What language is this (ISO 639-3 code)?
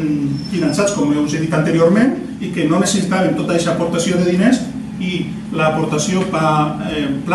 cat